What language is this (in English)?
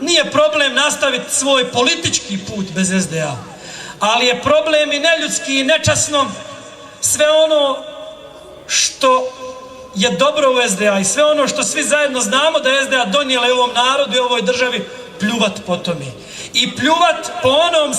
Bosnian